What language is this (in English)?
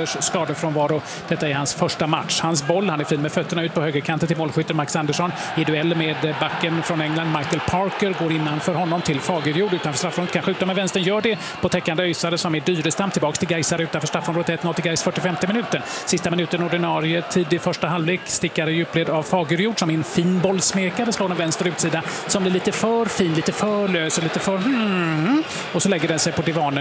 Swedish